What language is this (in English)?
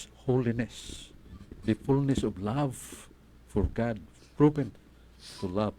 Cebuano